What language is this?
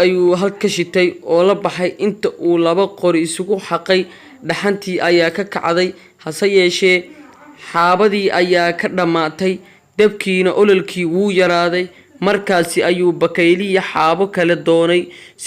Somali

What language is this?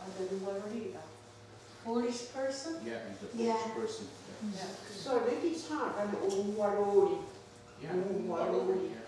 Mohawk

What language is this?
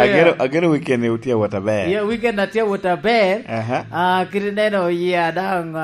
Lango (Uganda)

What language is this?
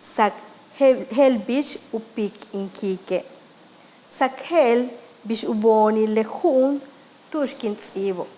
Yucateco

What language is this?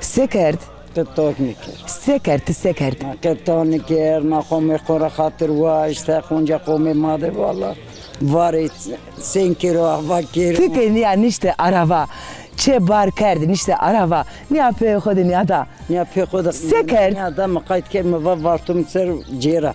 Zaza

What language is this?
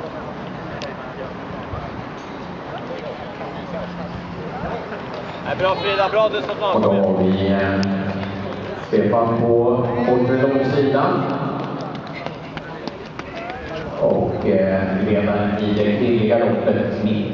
Swedish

